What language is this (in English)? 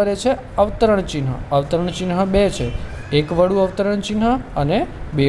Gujarati